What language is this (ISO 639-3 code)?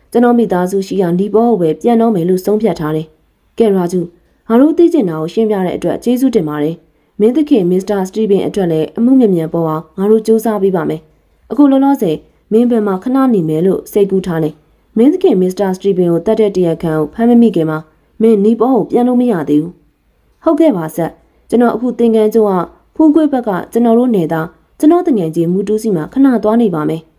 mya